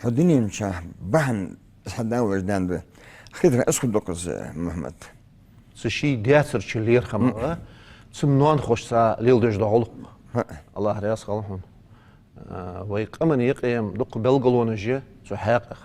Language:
Ingush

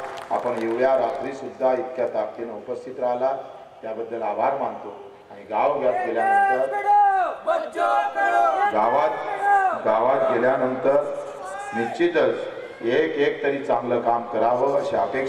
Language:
Marathi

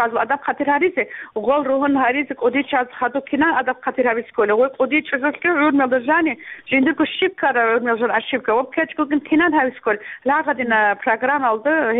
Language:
Avaric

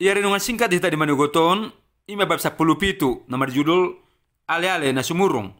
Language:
Batak Toba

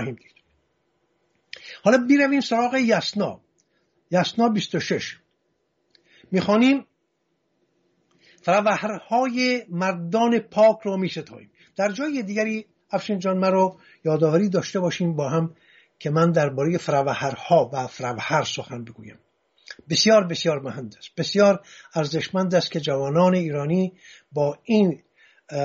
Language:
Persian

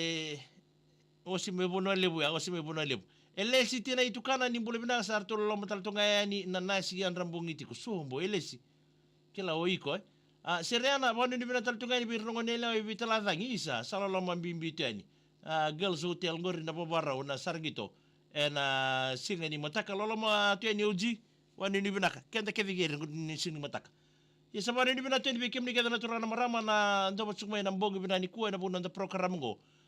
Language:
Fijian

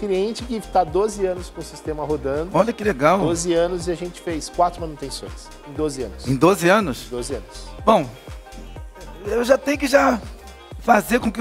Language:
Portuguese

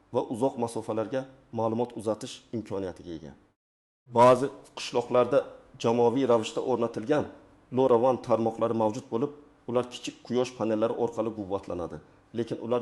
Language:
Uzbek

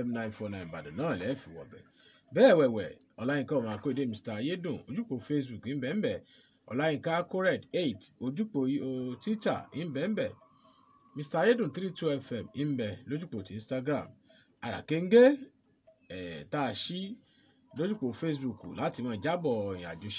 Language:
Yoruba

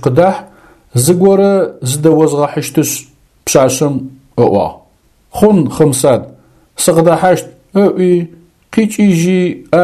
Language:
Adyghe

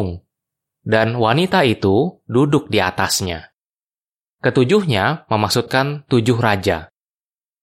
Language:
Indonesian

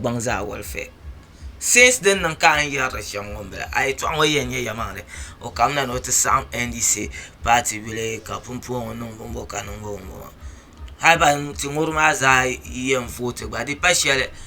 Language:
Dagbani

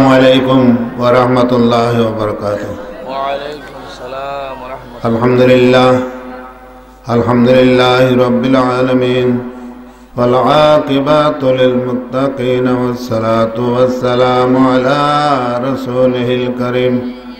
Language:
Bangla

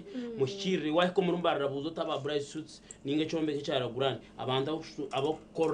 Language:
Nyankole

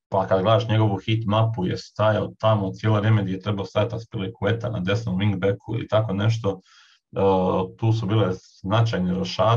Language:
Croatian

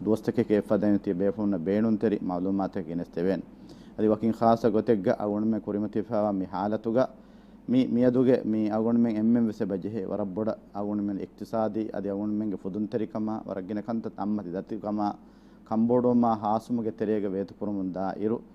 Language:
Divehi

